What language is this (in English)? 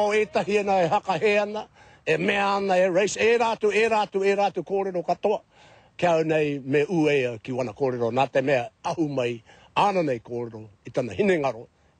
Māori